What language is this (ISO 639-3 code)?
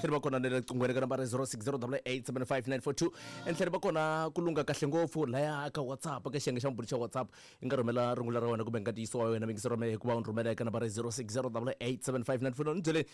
tso